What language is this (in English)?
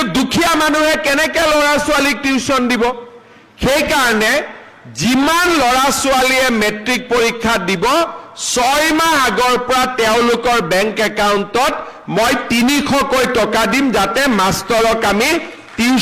Assamese